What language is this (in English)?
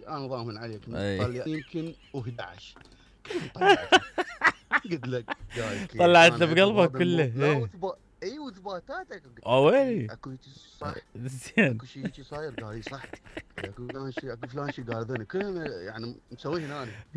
Mesopotamian Arabic